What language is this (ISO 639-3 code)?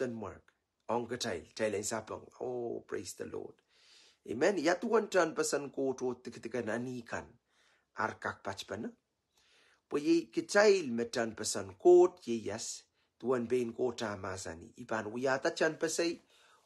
pon